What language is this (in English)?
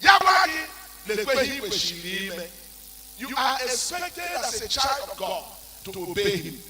Igbo